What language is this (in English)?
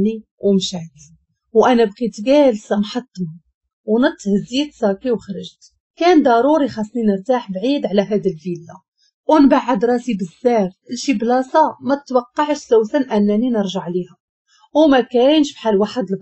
Moroccan Arabic